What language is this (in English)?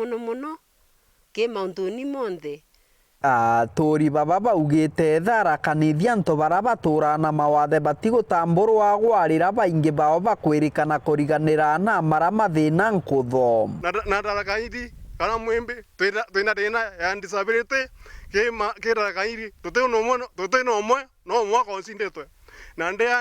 Meru